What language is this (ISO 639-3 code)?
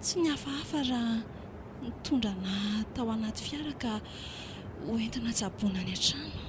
mlg